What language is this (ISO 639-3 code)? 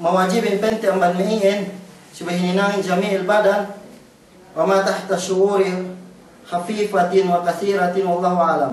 yka